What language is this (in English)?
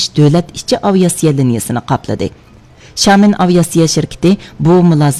Uyghur